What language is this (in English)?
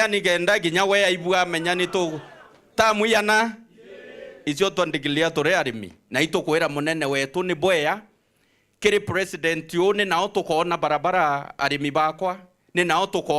Meru